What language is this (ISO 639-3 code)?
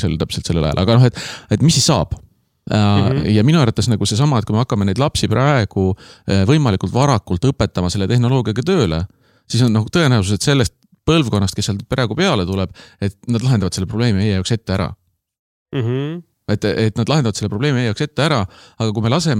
est